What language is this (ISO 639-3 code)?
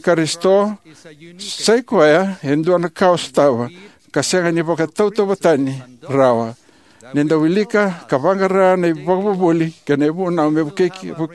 fij